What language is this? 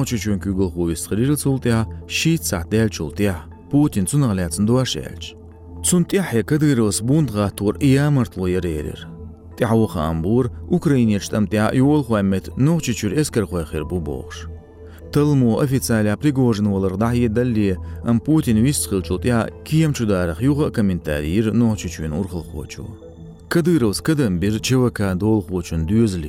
Chechen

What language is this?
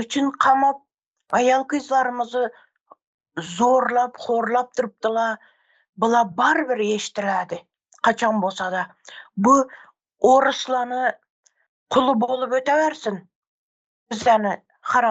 Turkmen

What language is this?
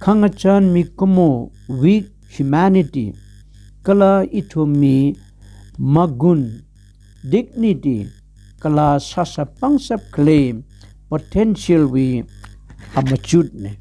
Tangkhul Naga (India)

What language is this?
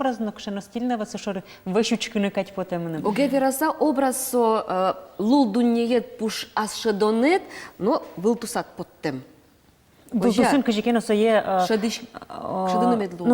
Udmurt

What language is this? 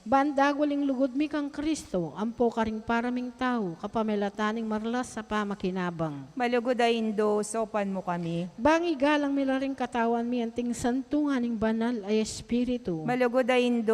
Pampanga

